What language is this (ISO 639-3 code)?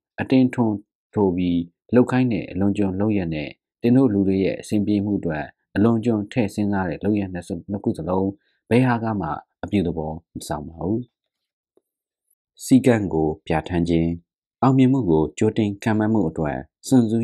mya